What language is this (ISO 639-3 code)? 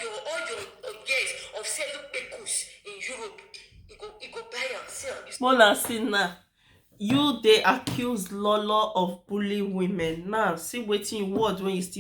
pcm